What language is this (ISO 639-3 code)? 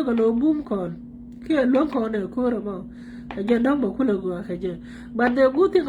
nus